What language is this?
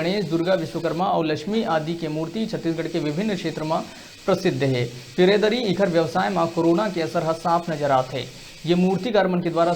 Chhattisgarhi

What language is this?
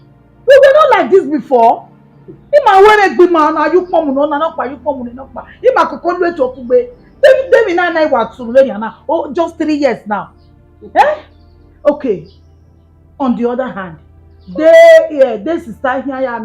Bini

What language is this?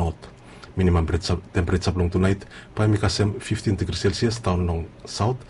Bislama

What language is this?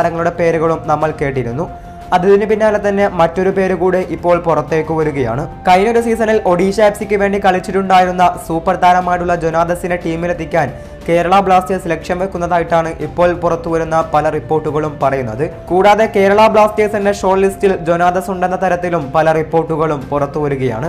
Malayalam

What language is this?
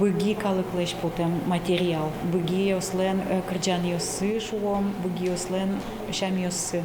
Udmurt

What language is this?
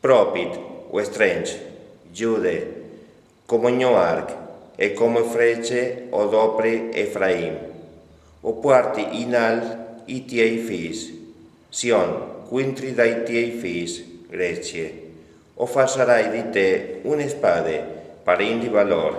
Friulian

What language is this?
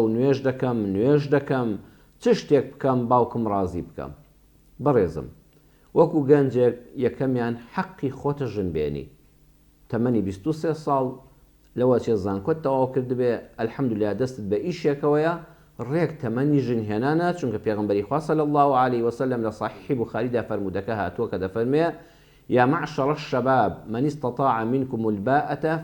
Central Kurdish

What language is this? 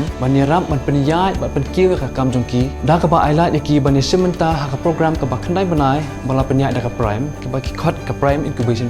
Khasi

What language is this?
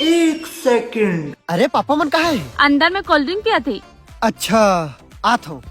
Chhattisgarhi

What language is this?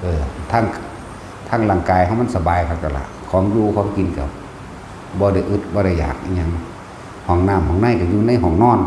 Northeastern Thai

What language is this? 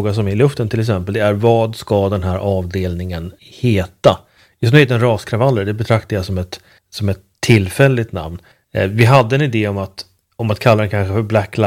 Swedish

